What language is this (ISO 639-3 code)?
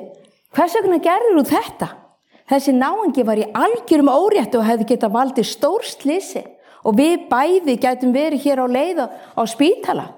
isl